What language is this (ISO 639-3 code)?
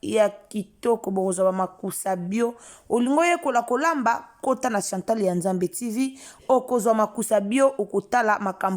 lin